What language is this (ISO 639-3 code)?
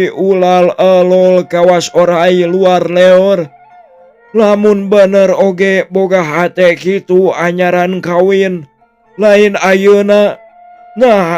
sun